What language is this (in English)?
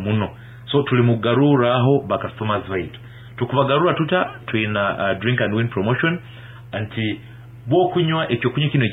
Nyankole